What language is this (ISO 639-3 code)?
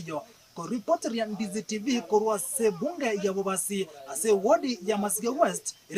guz